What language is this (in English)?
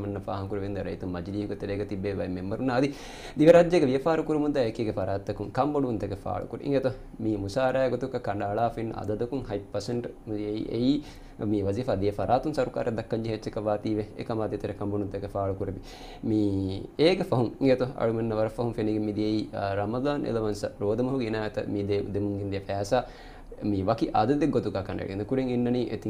Divehi